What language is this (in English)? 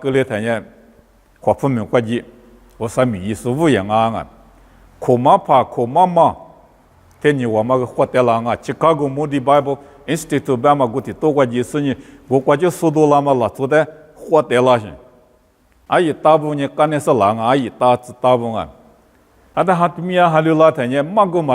Lisu